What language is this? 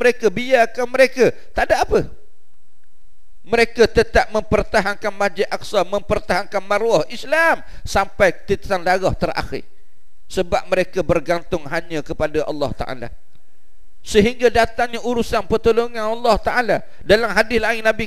Malay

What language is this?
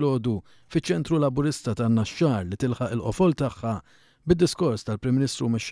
Maltese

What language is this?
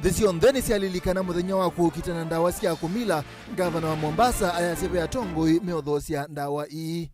Kamba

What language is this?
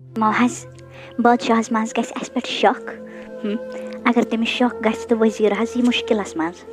Kashmiri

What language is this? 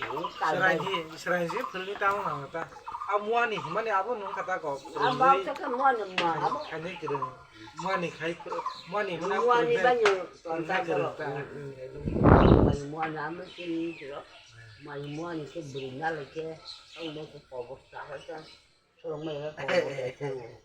Kok Borok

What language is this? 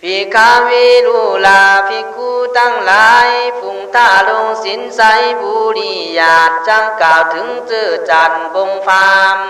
Khün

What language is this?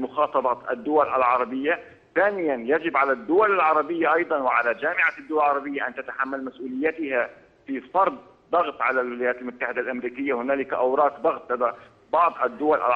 Arabic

